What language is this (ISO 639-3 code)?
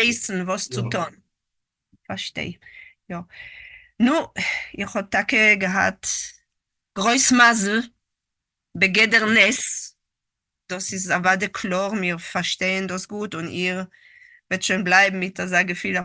yid